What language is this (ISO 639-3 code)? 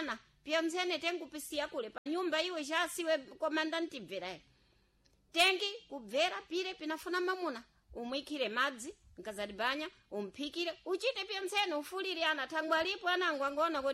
seh